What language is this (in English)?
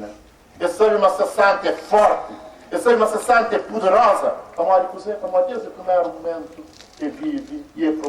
Kabuverdianu